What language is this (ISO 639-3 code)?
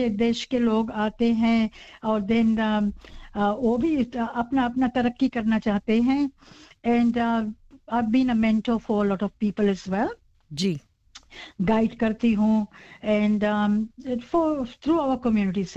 hin